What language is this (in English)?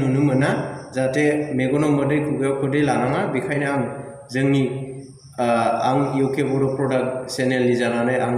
Bodo